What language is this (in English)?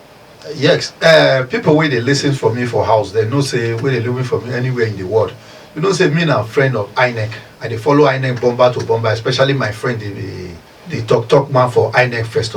Nigerian Pidgin